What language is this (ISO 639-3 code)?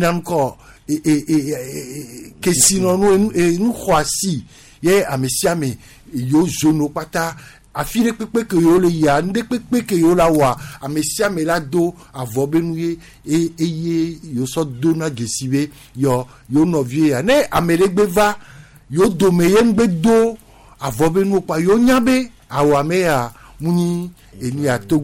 gej